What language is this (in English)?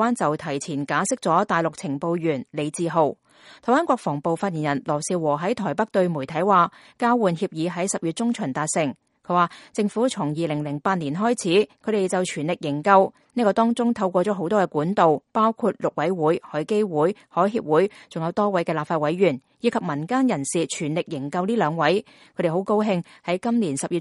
Cantonese